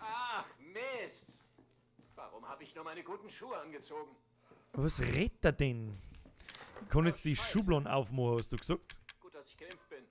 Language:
Bavarian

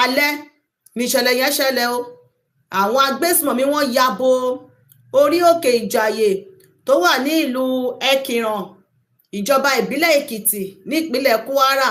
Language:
Yoruba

